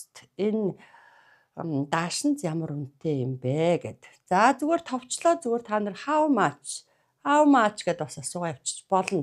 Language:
Mongolian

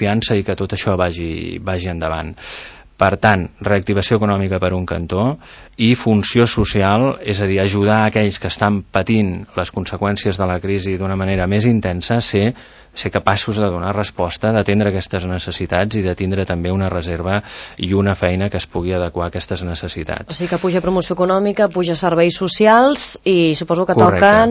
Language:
Catalan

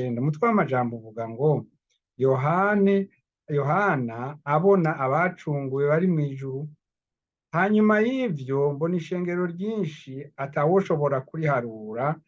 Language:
Rundi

